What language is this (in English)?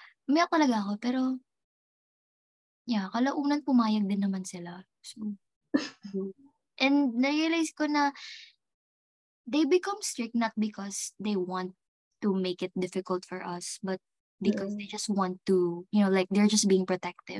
Filipino